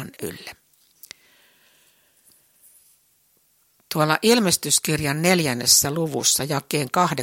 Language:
Finnish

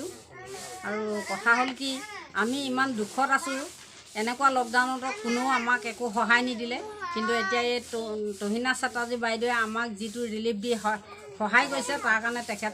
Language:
Assamese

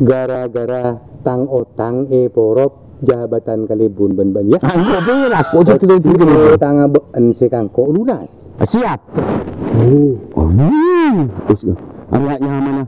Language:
Madurese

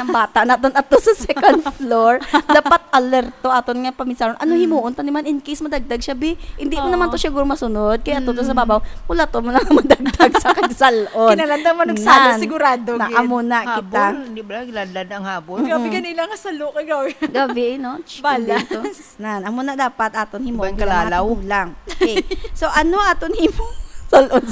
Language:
Hiligaynon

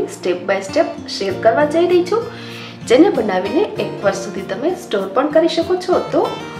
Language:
Gujarati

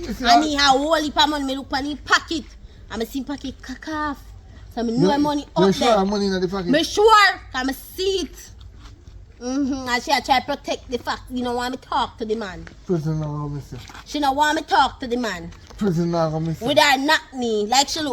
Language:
Jamaican Creole English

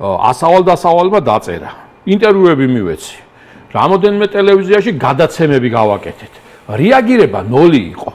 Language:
Georgian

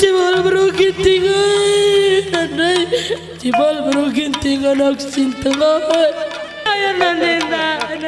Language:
Batak Karo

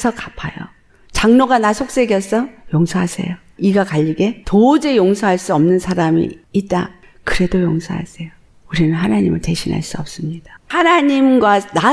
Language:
Korean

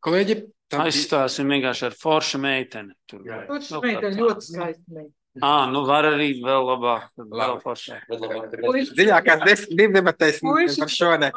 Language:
Latvian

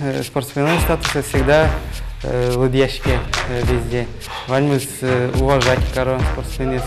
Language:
Udmurt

